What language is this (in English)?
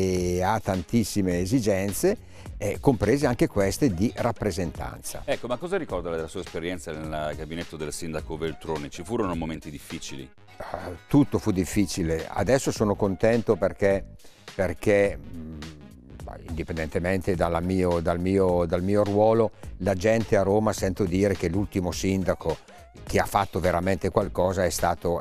Italian